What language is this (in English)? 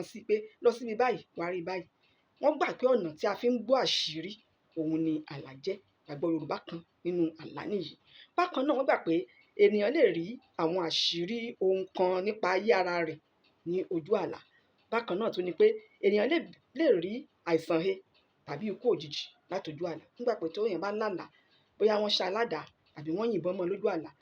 Yoruba